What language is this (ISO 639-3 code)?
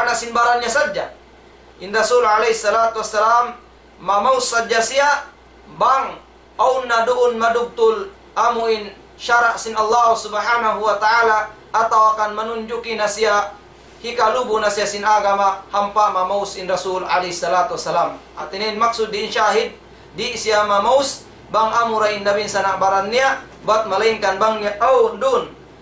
tsg